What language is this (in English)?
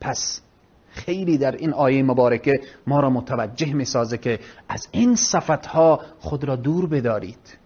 Persian